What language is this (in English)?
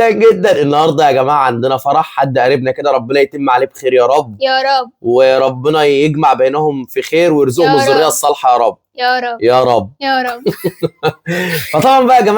Egyptian Arabic